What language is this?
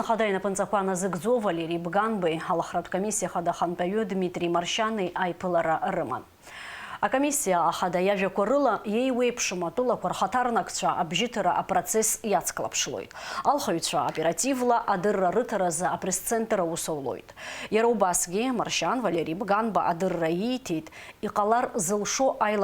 Abkhazian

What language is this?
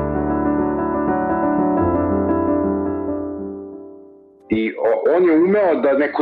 Serbian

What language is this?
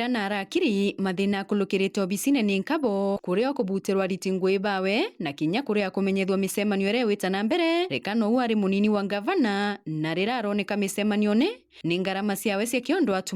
Meru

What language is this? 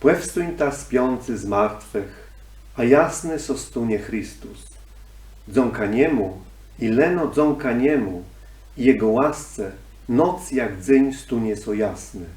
Kashubian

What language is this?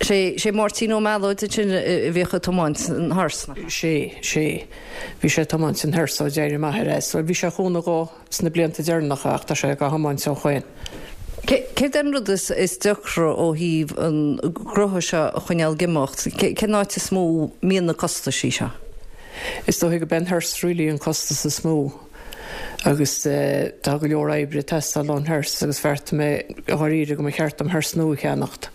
Irish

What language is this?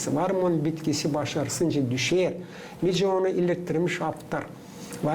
Gagauz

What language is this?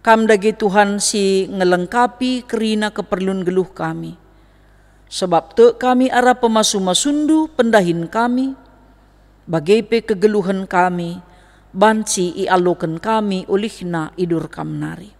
Batak Karo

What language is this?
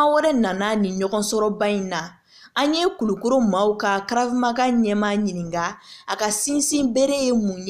Bambara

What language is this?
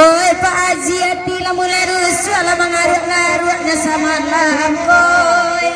Minangkabau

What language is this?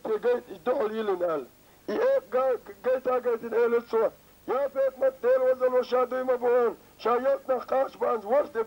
Chechen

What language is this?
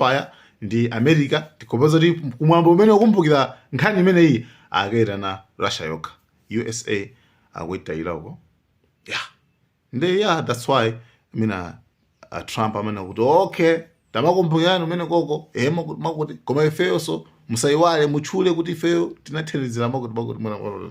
Nyanja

